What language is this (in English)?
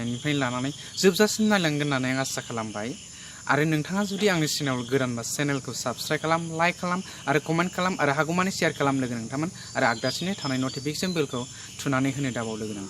Bodo